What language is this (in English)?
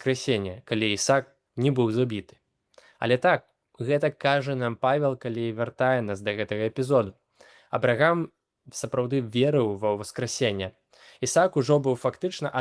Belarusian